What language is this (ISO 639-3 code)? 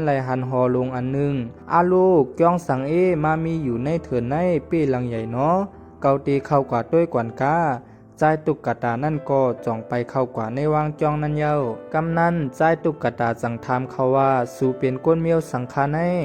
shn